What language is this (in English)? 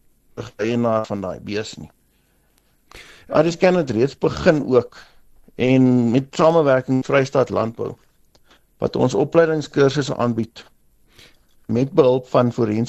Afrikaans